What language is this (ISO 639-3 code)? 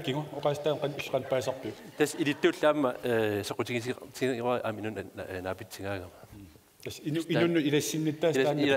kal